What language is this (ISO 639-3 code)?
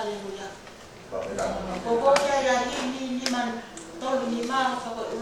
ton